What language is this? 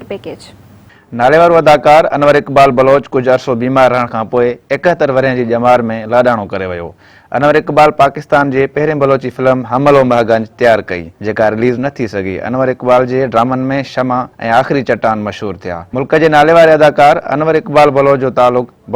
Sindhi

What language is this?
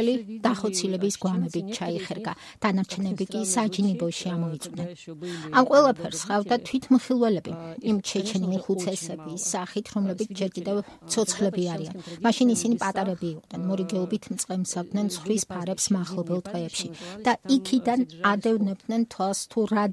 Georgian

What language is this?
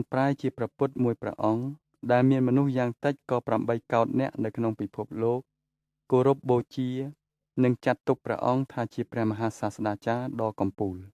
Khmer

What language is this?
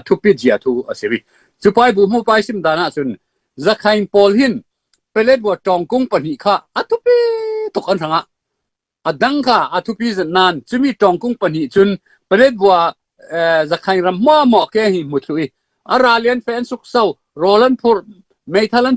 Falam Chin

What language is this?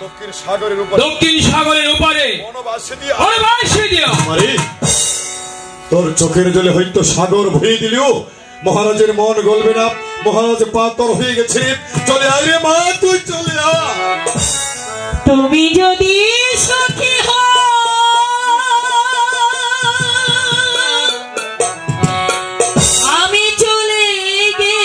Bangla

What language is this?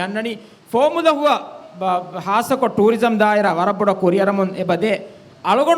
Divehi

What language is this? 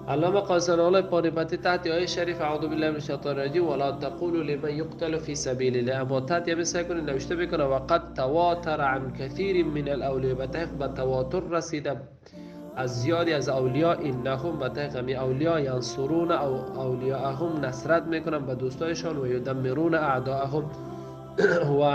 Tajik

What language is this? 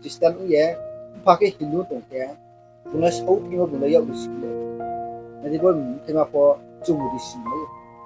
Riang (India)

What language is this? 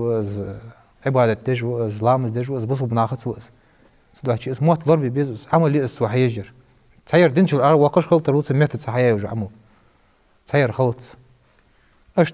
Ingush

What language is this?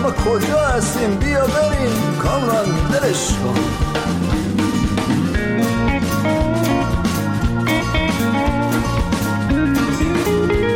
Persian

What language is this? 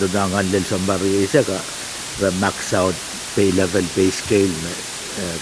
Pohnpeian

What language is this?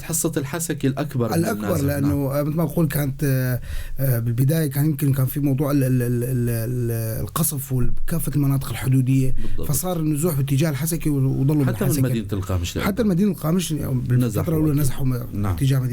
North Levantine Arabic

